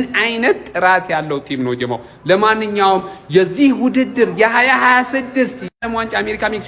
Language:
Amharic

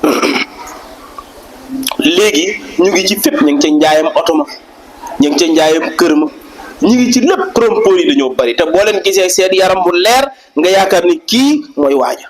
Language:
Wolof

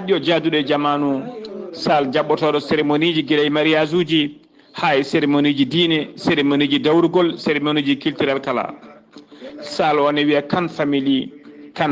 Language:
Fula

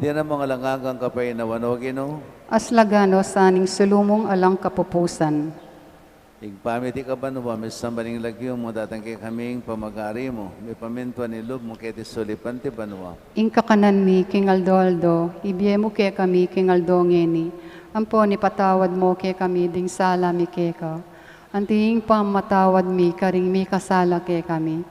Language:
Pampanga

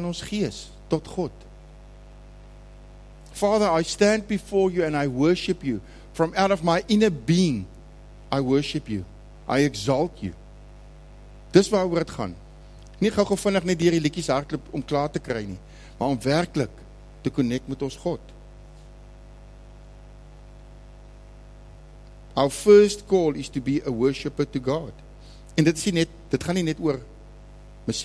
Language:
Afrikaans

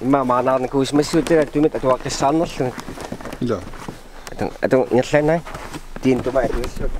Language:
Kalaallisut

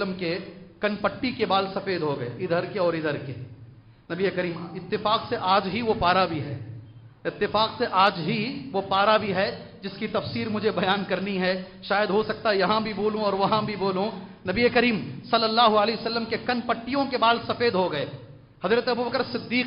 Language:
Urdu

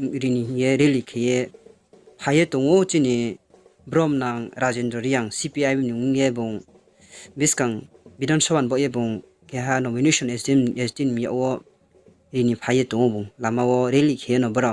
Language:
Riang (India)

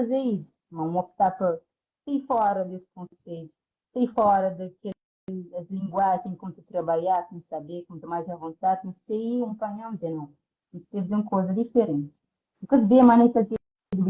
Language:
Kabuverdianu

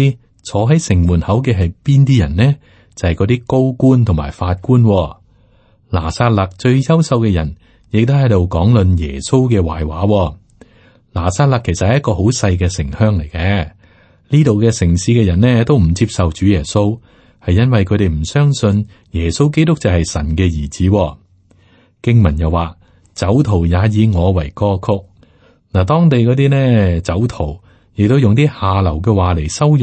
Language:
Cantonese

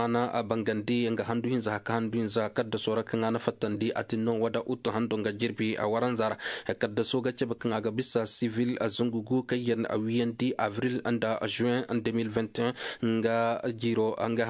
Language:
Koyraboro Senni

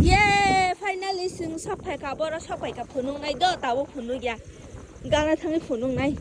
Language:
Kok Borok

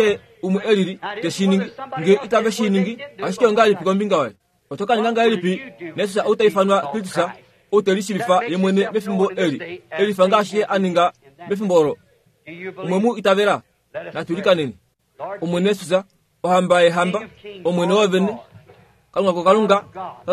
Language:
Kuanyama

